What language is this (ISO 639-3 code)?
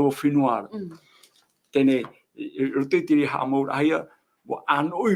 tah